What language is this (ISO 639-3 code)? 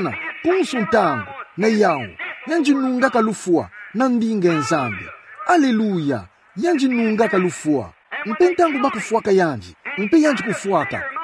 ktu